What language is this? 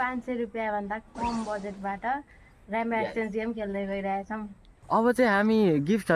Nepali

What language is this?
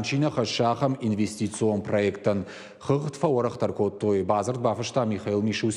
Ossetic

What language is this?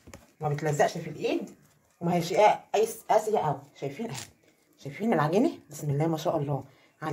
Egyptian Arabic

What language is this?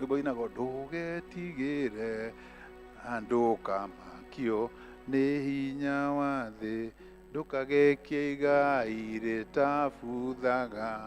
Kikuyu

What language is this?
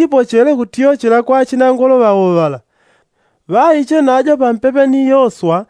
Yao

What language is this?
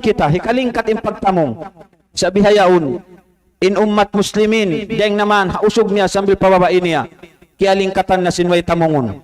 Tausug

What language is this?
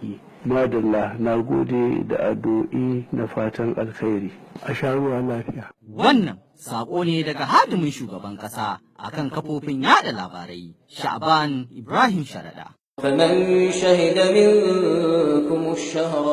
Hausa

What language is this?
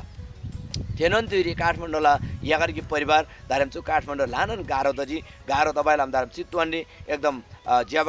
Eastern Tamang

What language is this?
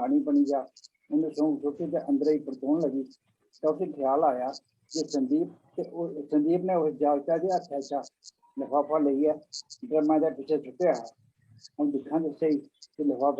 Dogri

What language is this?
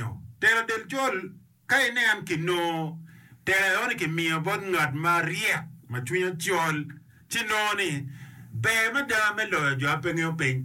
Acoli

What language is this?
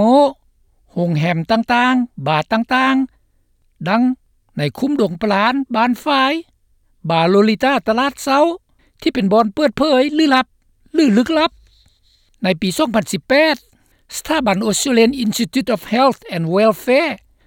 Lao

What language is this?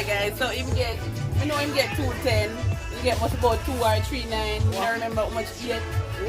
Jamaican Creole English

